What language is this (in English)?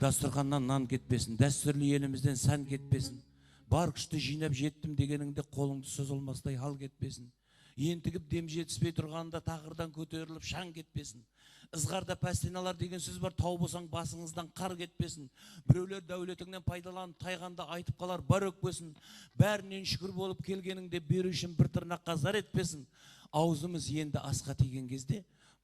Kara-Kalpak